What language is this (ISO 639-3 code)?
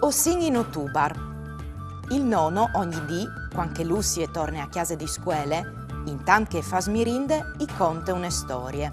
fur